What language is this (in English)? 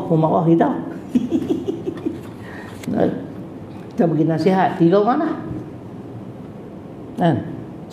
Malay